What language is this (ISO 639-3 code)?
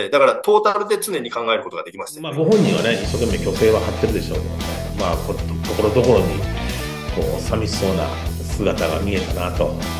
jpn